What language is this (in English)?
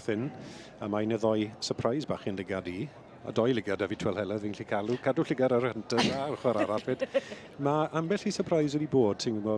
Welsh